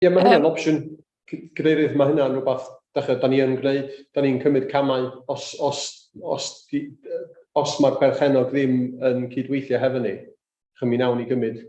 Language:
Welsh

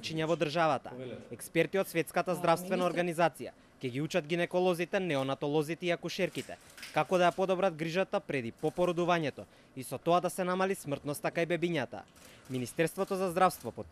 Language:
Macedonian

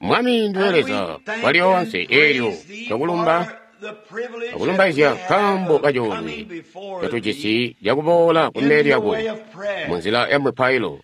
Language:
Tonga (Zambia)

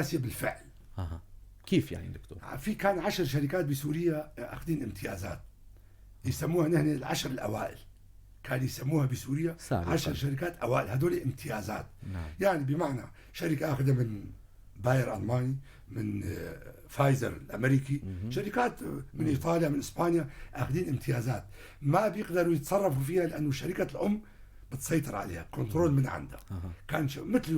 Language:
North Levantine Arabic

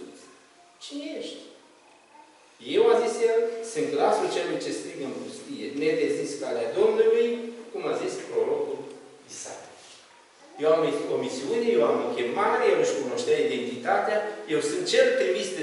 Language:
Romanian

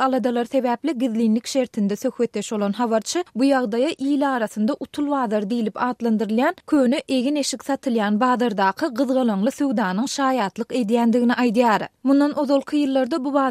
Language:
Turkmen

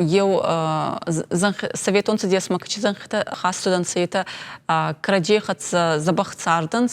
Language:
Ossetic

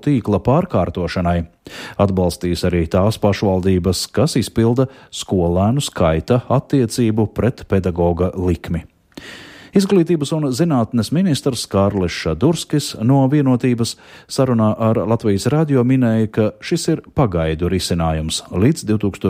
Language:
Latvian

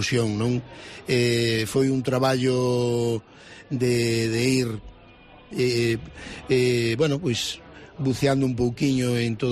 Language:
Galician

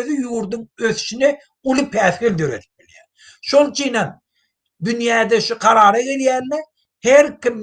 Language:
Turkmen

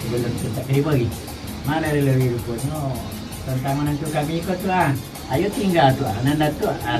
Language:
Minangkabau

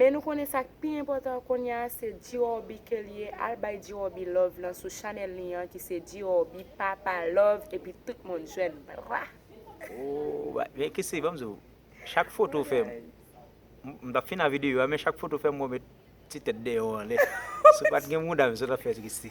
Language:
Haitian Creole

